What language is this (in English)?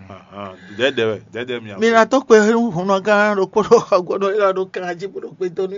Fon